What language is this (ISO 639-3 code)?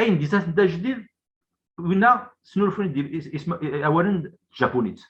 kab